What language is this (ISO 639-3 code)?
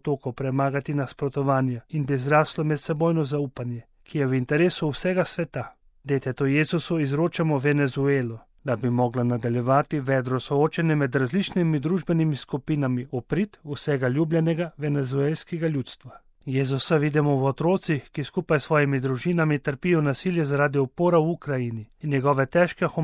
slv